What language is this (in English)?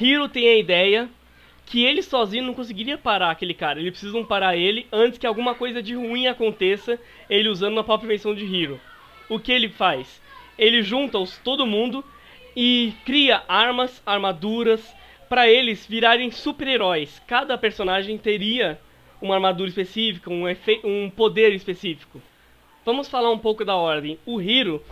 Portuguese